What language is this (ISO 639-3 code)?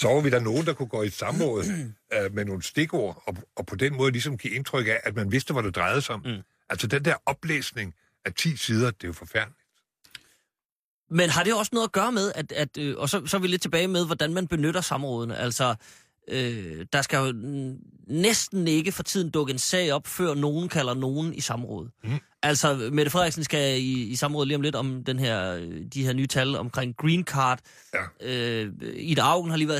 dan